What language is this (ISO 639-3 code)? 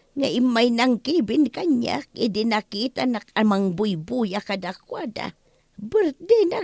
ilo